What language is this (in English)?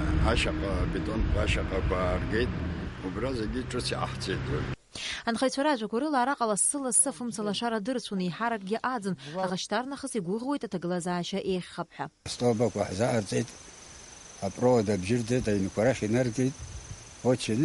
Abkhazian